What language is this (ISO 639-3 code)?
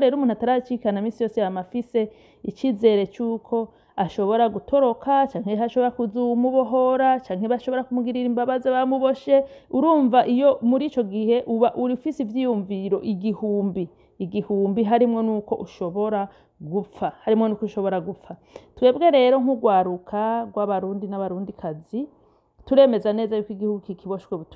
run